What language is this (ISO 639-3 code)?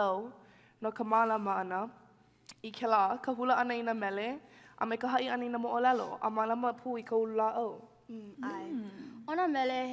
haw